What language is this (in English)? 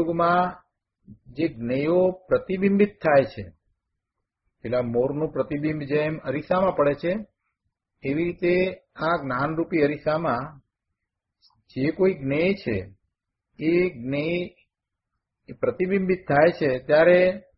Gujarati